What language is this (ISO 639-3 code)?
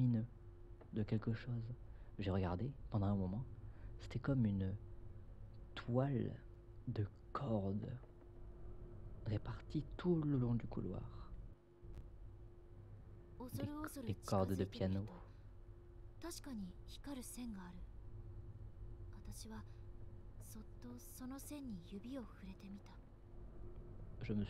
fra